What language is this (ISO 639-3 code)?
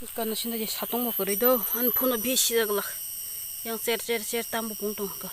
trp